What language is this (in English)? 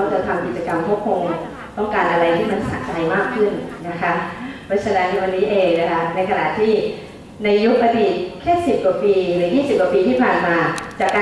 Thai